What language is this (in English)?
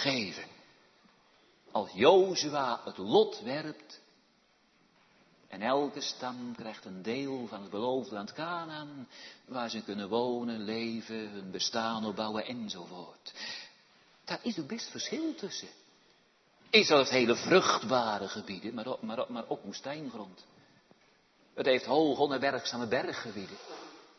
Dutch